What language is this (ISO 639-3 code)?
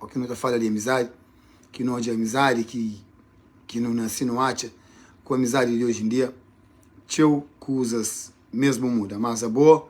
kea